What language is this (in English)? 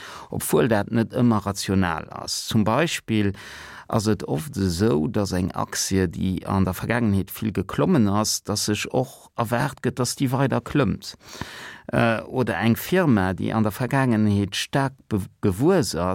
Luxembourgish